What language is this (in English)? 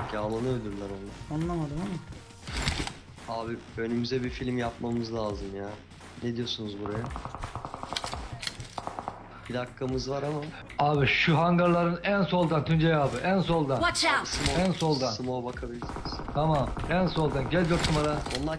Turkish